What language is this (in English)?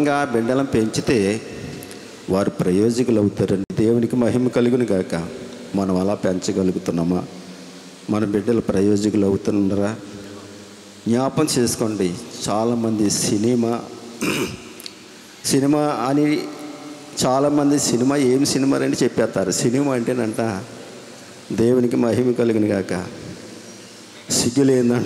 Telugu